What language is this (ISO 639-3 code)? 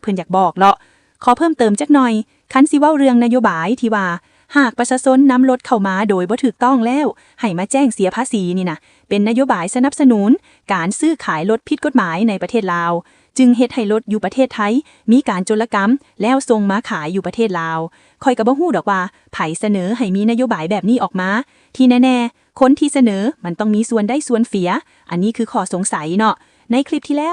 lao